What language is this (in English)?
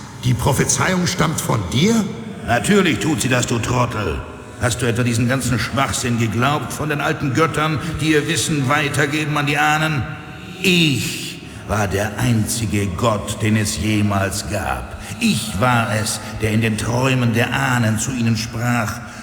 Bavarian